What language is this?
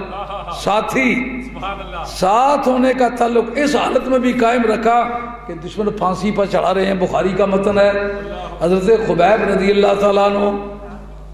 Urdu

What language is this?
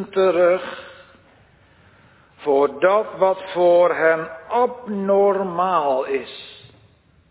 Dutch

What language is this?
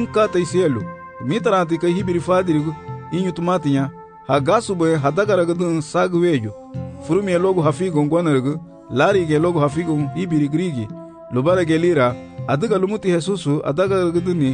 Garifuna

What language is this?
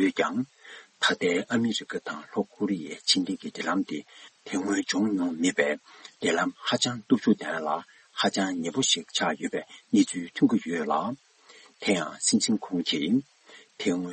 Tibetan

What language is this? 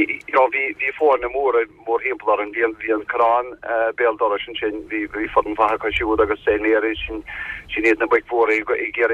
Irish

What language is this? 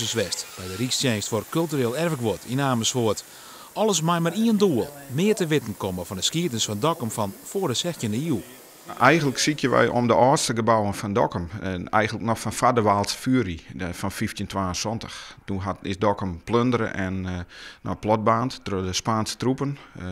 Western Frisian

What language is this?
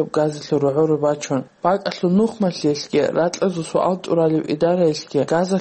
Avaric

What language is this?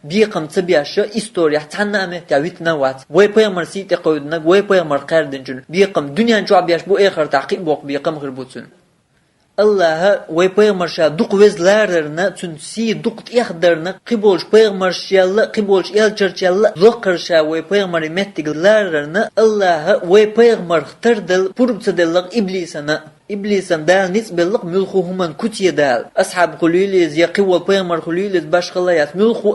Chechen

